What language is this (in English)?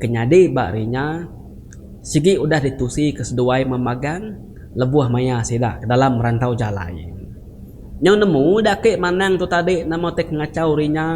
Iban